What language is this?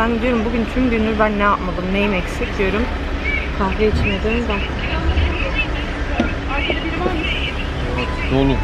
Turkish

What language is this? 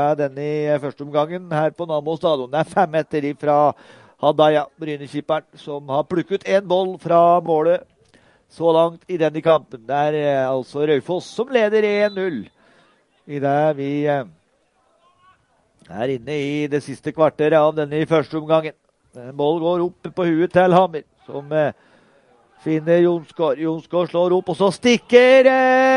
Norwegian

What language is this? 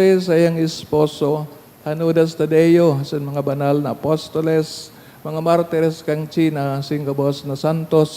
Bikol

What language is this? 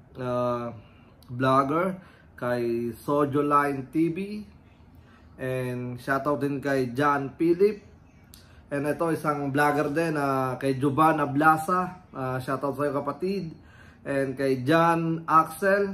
Filipino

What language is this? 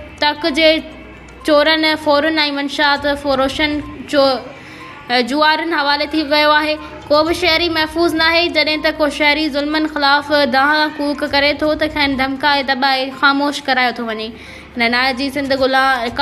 Sindhi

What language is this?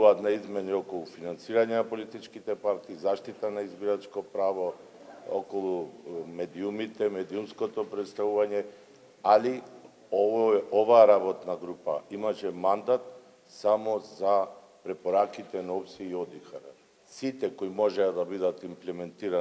Macedonian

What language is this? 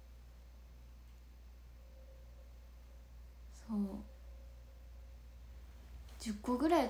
Japanese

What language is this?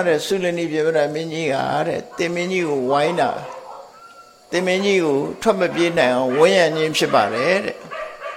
Burmese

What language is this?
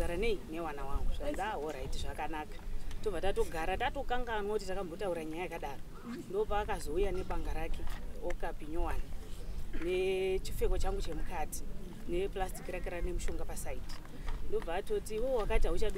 Shona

